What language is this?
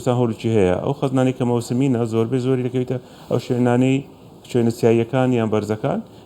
Central Kurdish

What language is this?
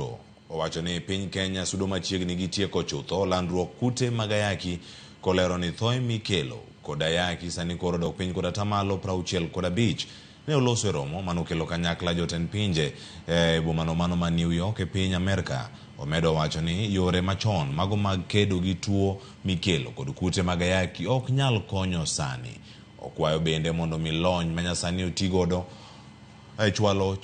Luo (Kenya and Tanzania)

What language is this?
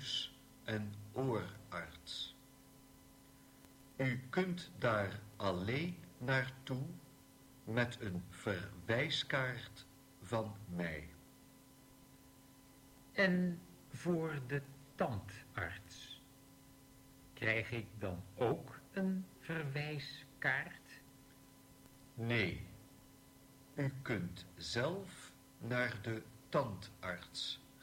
Dutch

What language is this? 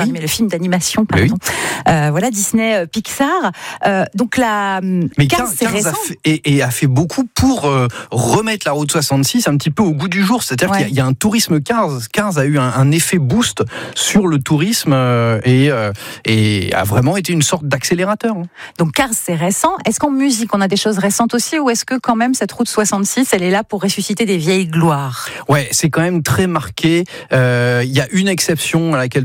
French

